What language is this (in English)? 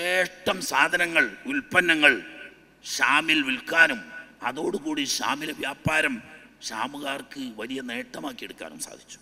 Malayalam